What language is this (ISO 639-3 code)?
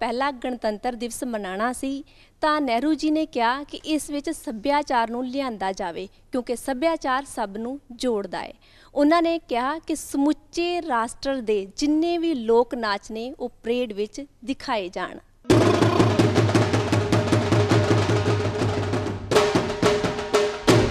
pan